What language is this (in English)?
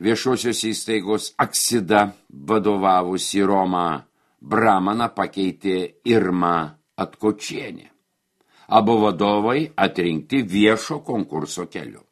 Lithuanian